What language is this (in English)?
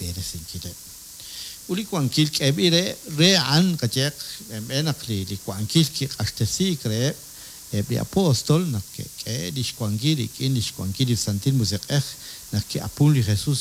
Kekchí